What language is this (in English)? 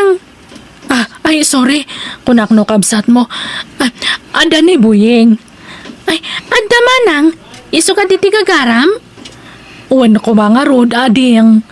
Iloko